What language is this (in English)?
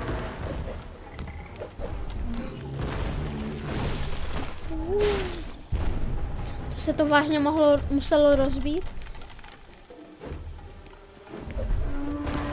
Czech